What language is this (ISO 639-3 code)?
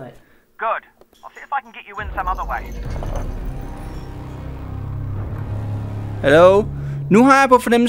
dan